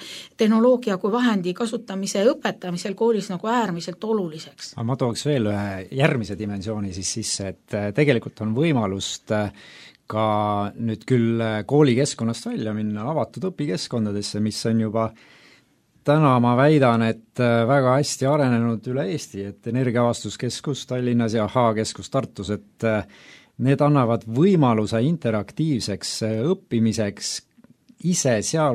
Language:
Estonian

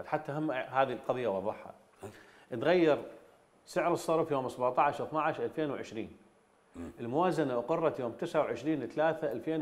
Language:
Mesopotamian Arabic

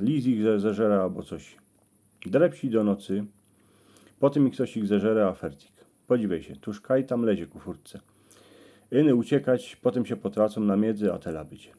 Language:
Silesian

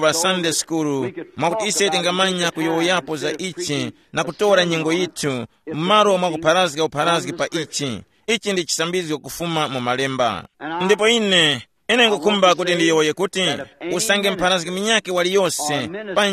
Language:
Tumbuka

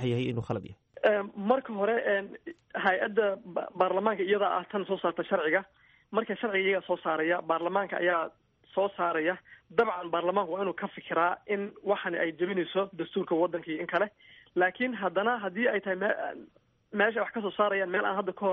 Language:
Somali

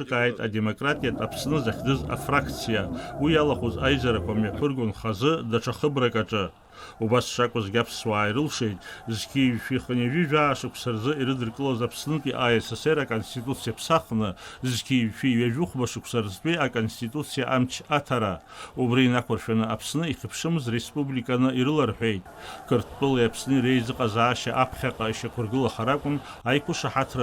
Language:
Abkhazian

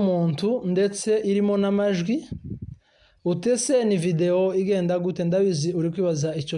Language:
Kinyarwanda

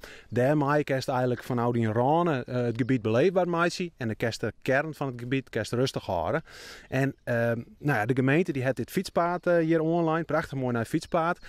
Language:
Western Frisian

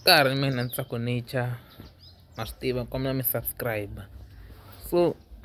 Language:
Tsonga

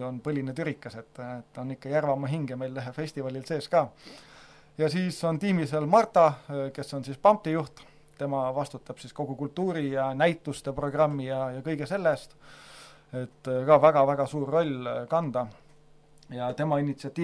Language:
Estonian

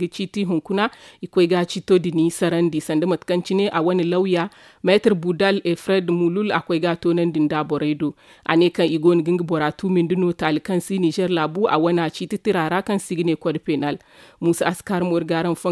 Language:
Zarma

